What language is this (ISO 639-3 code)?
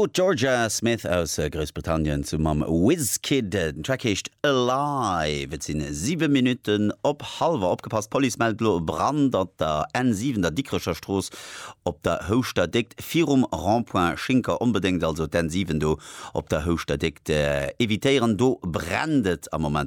ltz